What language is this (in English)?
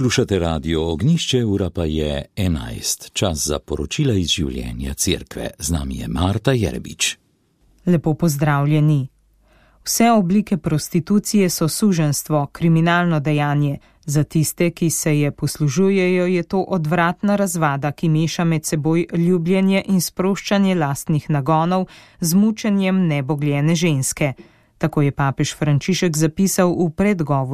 Slovenian